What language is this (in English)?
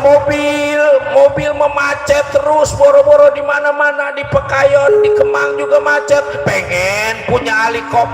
Betawi